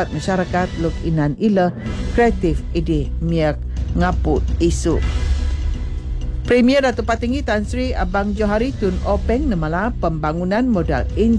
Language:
Iban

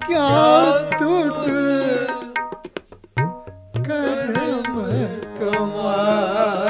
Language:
Punjabi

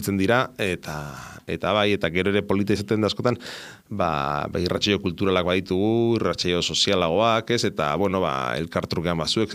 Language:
Basque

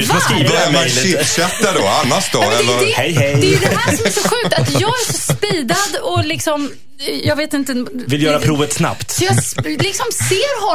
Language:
Swedish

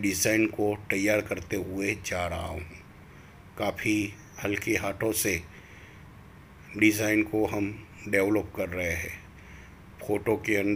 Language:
Hindi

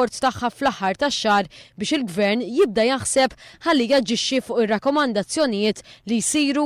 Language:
Maltese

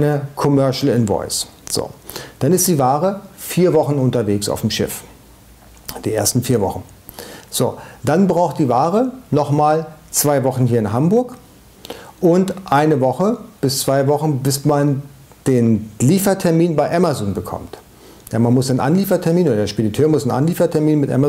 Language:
German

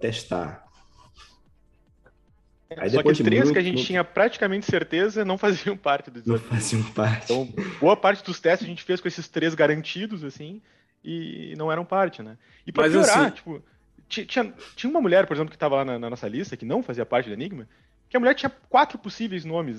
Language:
Portuguese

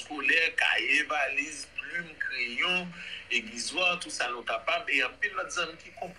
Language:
Haitian Creole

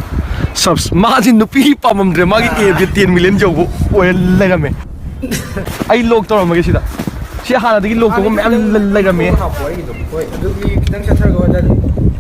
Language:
Manipuri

